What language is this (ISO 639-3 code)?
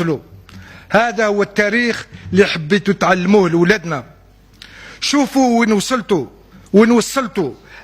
arq